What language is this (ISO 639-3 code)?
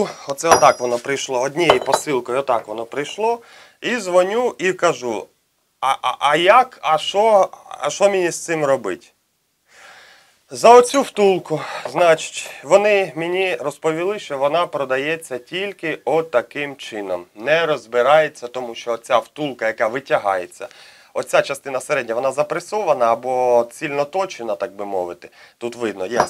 ukr